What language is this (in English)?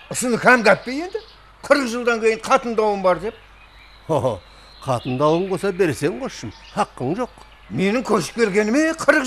Kara-Kalpak